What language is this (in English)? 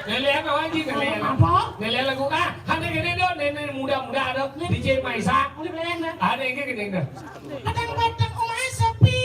Balinese